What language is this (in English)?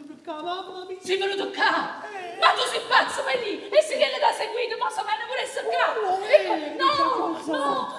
Neapolitan